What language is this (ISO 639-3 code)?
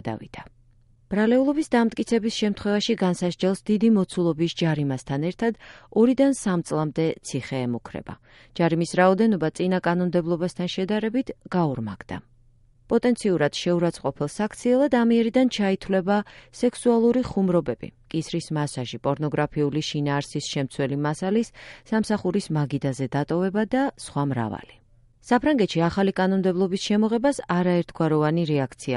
kat